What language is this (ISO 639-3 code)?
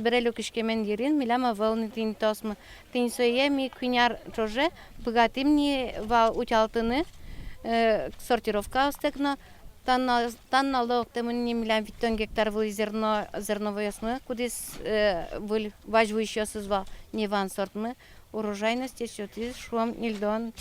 udm